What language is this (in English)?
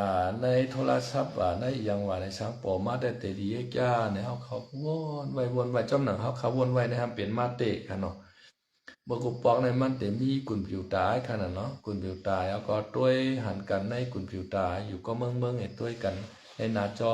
Shan